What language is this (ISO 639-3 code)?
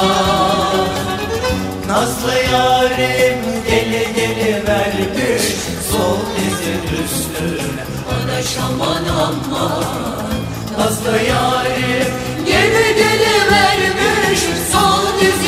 tur